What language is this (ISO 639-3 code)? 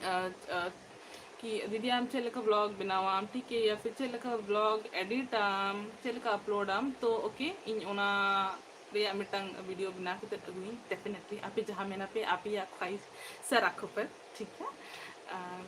sat